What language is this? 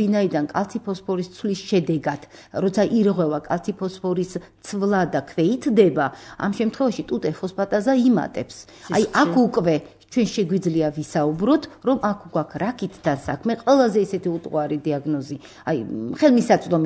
Georgian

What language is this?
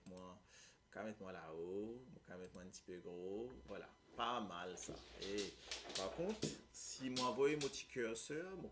Morisyen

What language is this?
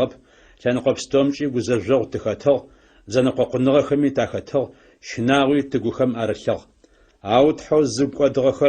Adyghe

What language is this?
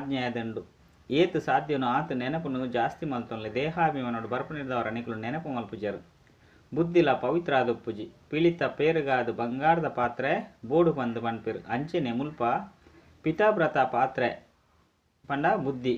Tulu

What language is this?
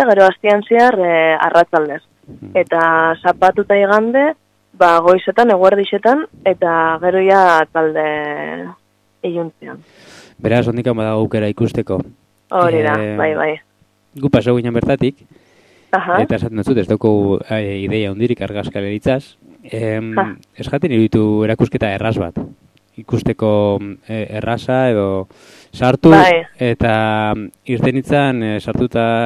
Basque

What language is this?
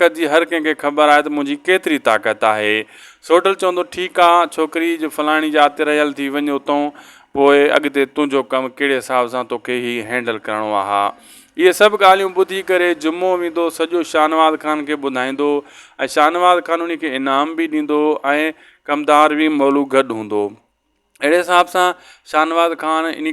Sindhi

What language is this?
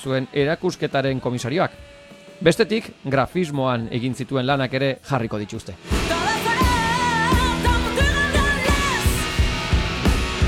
Basque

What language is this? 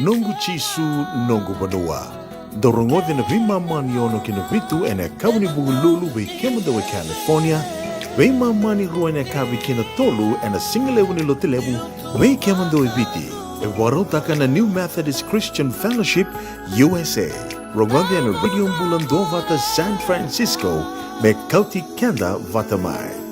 Fijian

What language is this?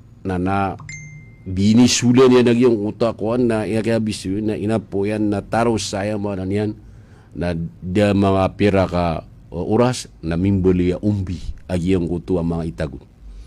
Maranao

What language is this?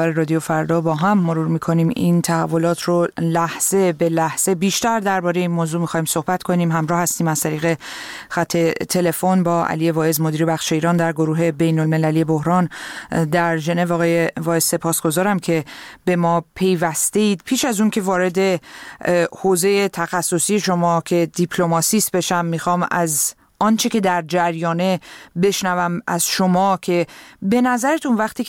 Persian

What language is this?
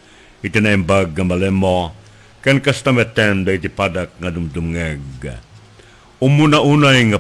Iloko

